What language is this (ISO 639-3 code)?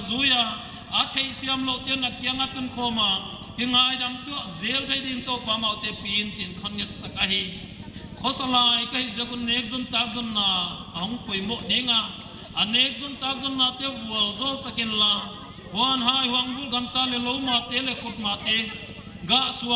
pck